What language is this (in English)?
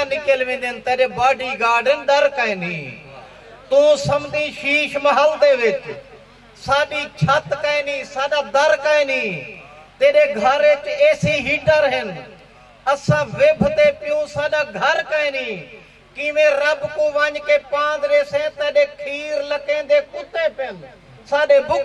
Saraiki